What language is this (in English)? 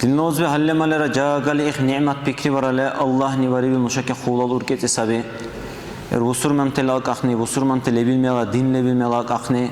Dargwa